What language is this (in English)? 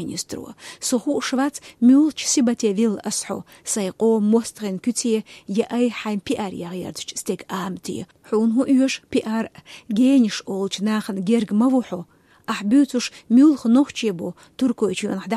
Chechen